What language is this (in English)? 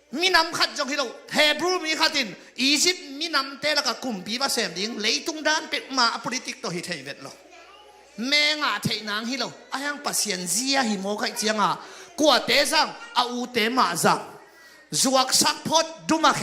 Tedim Chin